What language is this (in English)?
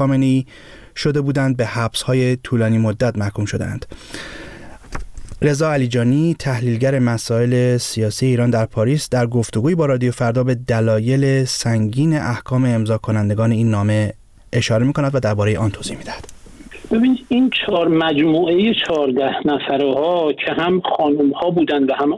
Persian